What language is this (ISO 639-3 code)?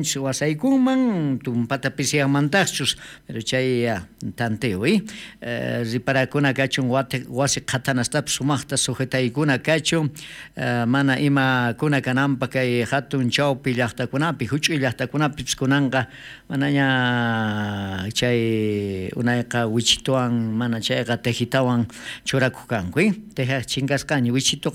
quh